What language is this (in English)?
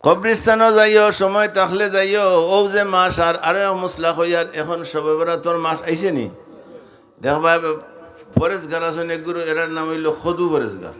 Sylheti